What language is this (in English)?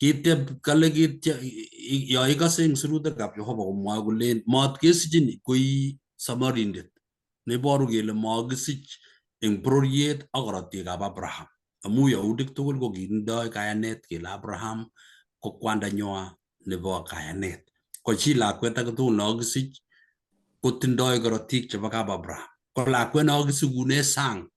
Kalenjin